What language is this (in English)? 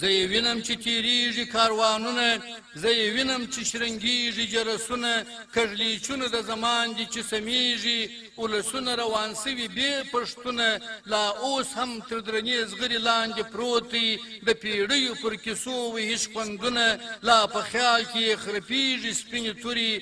Pashto